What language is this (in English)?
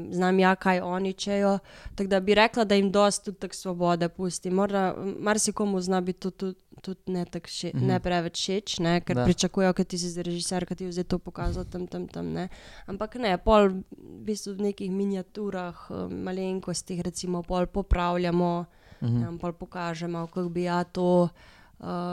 Slovenian